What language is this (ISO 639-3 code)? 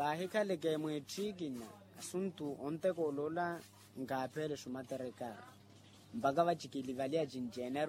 vmw